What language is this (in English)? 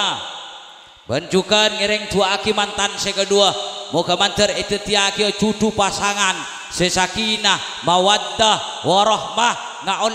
Madurese